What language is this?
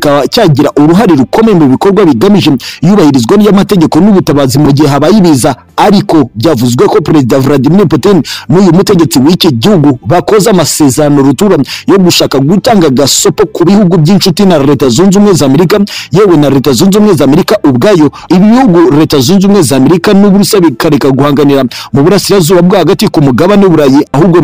Kinyarwanda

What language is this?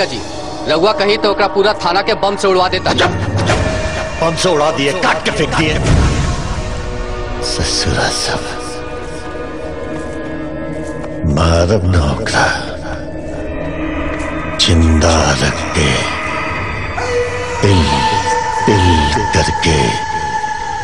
Bhojpuri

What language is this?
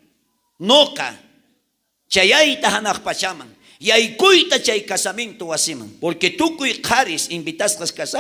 South Bolivian Quechua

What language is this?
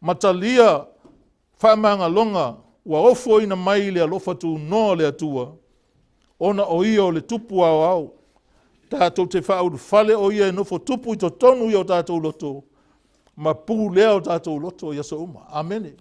Samoan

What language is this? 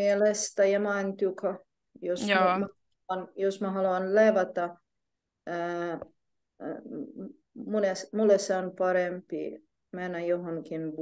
Finnish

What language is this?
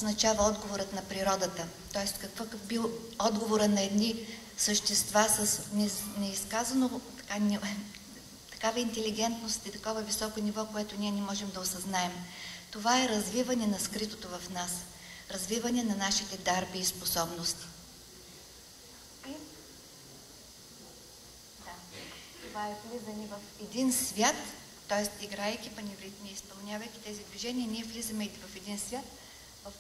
Bulgarian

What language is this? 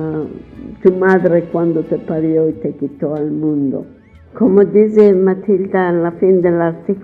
Ladino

